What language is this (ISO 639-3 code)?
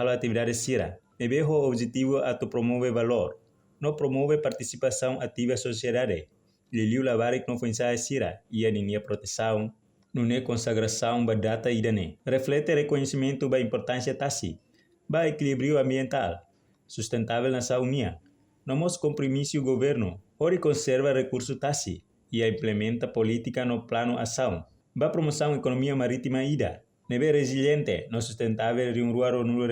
tet